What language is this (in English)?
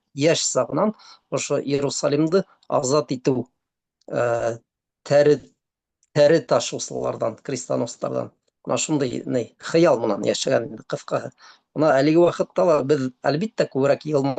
Bashkir